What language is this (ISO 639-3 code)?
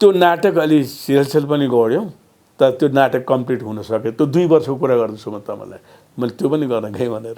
nep